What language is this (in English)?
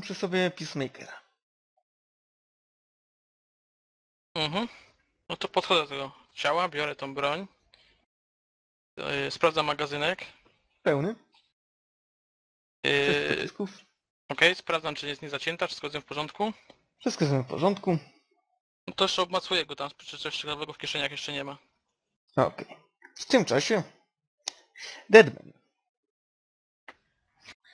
Polish